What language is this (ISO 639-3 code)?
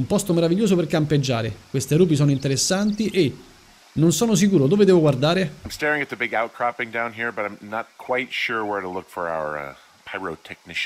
ita